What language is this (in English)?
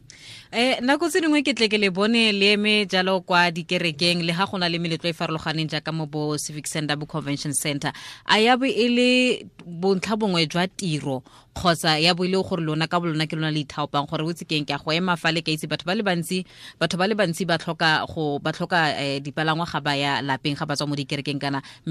Tswana